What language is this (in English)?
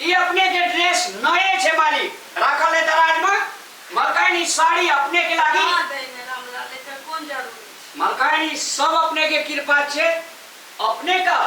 Maithili